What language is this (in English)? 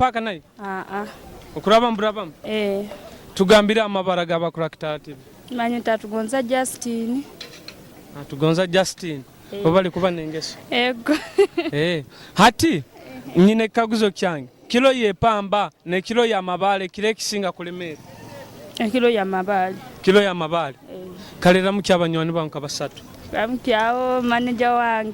Nyoro